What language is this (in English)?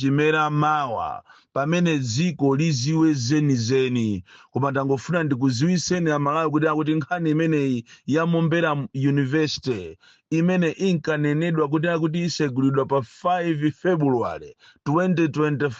Nyanja